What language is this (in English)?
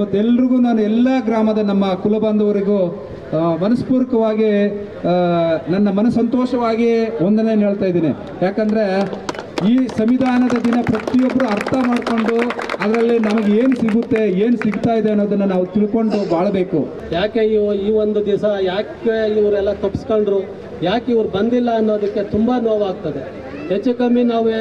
Kannada